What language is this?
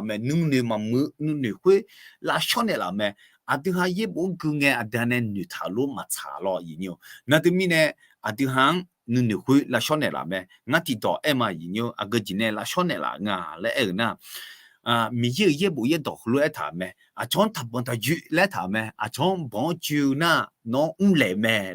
Akha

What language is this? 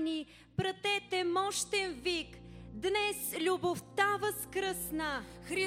Bulgarian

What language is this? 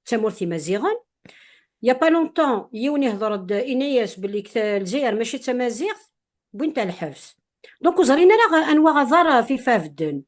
Kabyle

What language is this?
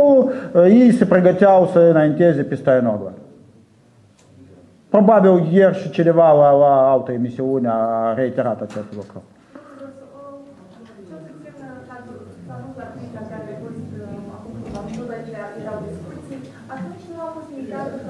Romanian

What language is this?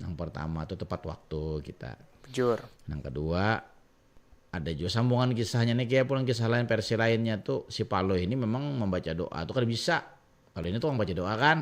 Banjar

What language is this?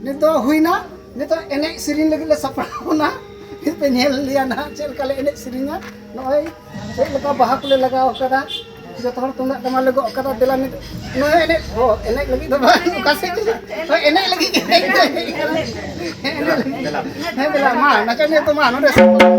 Santali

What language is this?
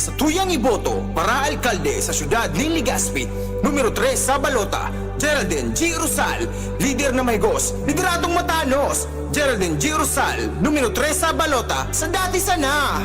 Bikol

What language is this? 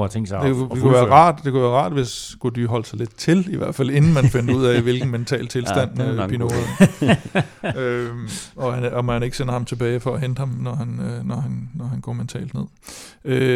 Danish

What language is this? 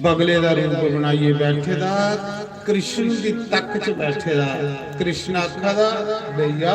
Dogri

